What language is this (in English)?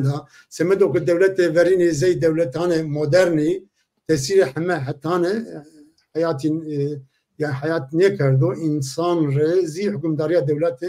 Zaza